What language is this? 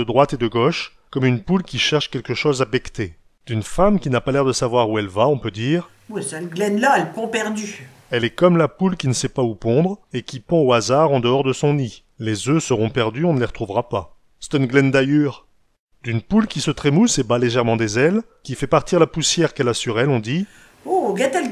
Picard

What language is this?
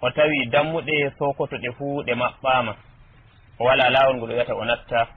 Nigerian Fulfulde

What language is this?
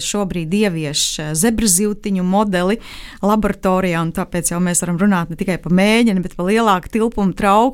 Latvian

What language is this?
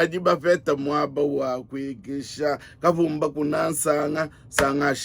Luba-Lulua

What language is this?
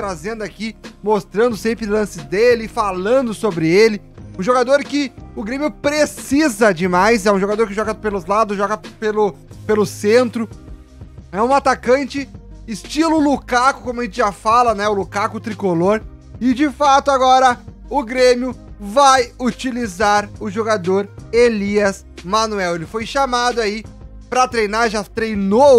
Portuguese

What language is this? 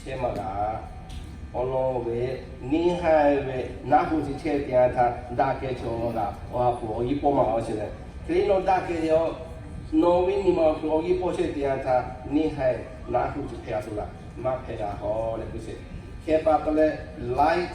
Lahu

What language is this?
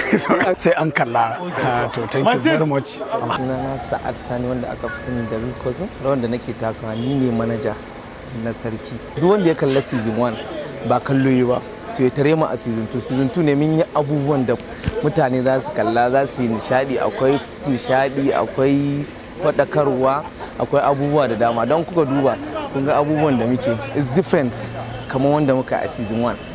Hausa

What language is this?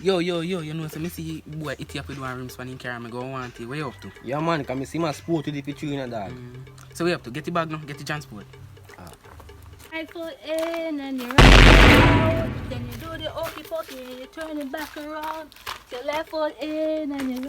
Jamaican Creole English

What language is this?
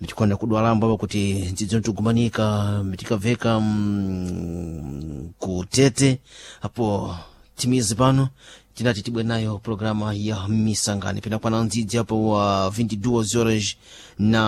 Sena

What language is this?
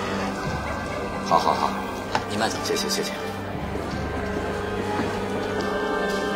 Chinese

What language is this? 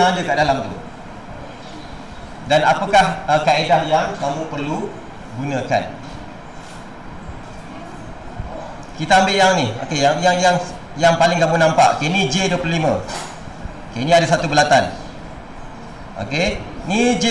Malay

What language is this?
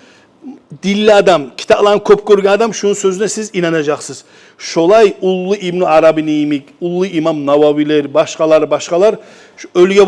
Kumyk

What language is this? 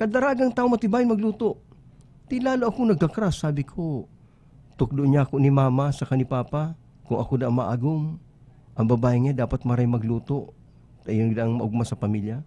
Bikol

